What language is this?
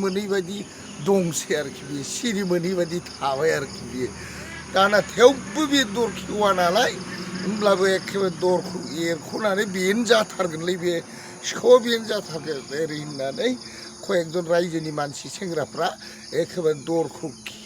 Bodo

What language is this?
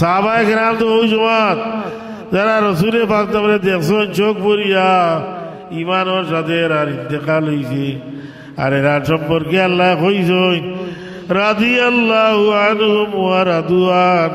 Sylheti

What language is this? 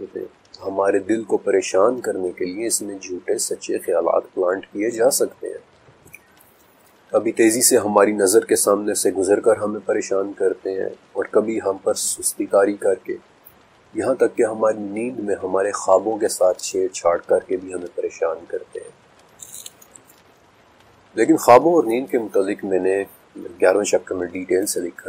Urdu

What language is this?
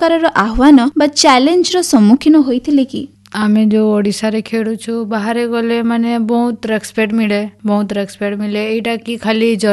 Odia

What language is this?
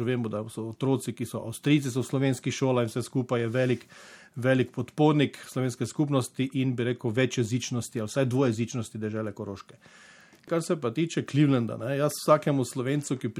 Slovenian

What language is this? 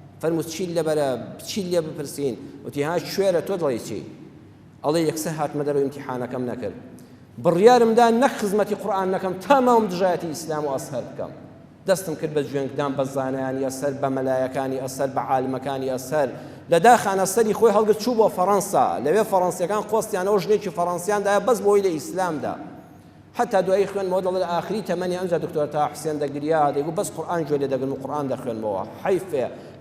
Central Kurdish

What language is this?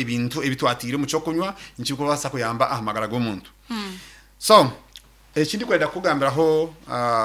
Nyankole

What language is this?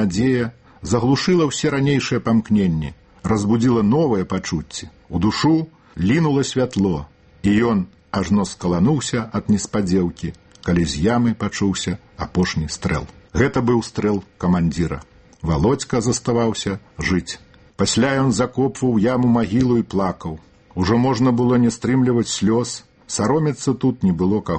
Belarusian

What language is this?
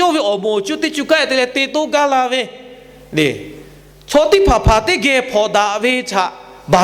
Lahu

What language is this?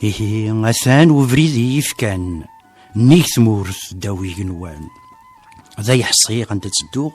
Kabyle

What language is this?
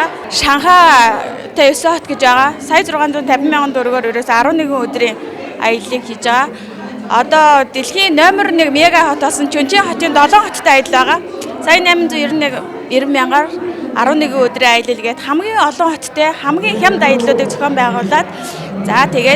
Mongolian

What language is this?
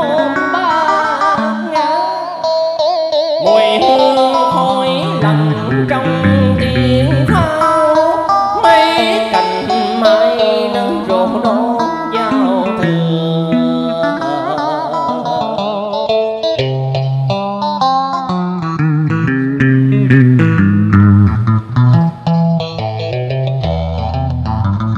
Vietnamese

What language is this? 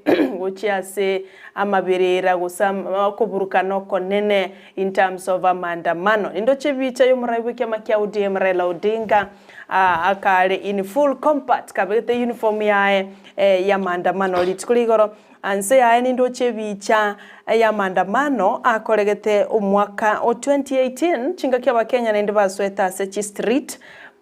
Gusii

